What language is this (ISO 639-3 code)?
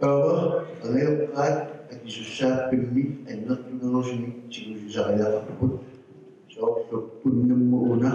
kal